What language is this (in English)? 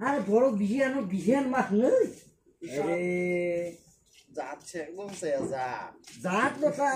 Kok Borok